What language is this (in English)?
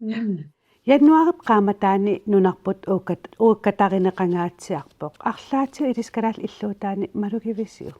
Kalaallisut